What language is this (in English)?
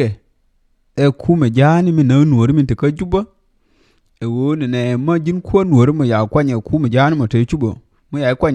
Nuer